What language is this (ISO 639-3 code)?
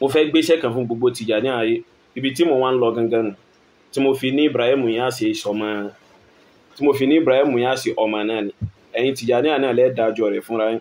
yor